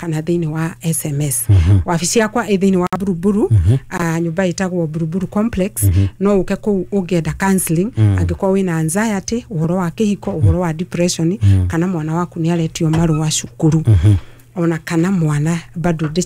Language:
Kikuyu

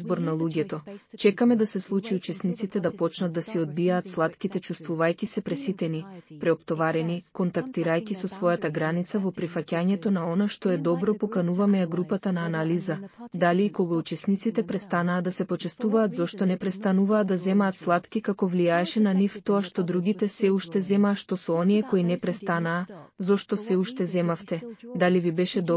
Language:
Macedonian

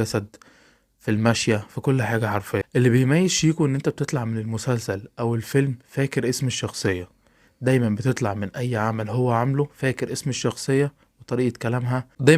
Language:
Egyptian Arabic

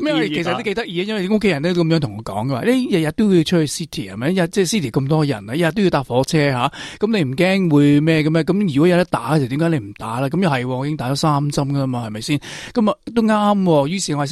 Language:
Cantonese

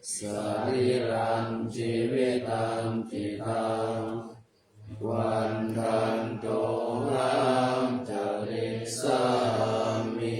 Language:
Pali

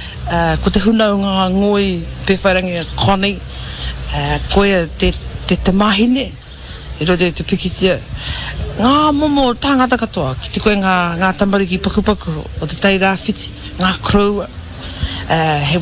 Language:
Māori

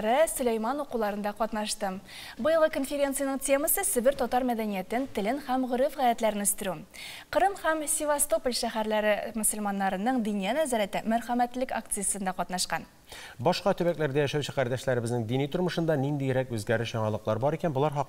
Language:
Tatar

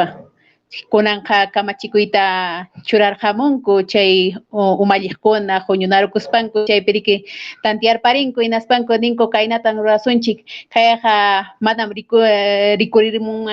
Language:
Ayacucho Quechua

